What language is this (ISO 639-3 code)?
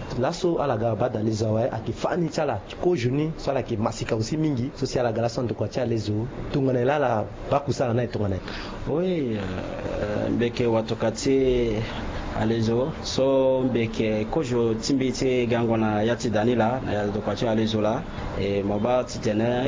sag